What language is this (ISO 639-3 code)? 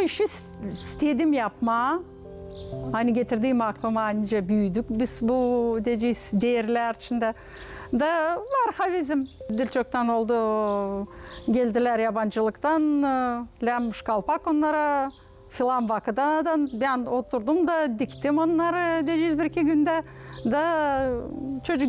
gag